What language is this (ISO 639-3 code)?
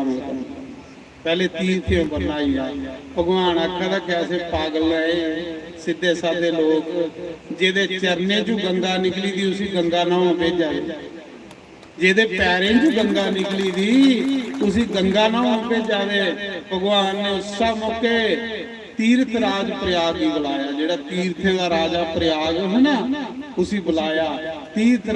doi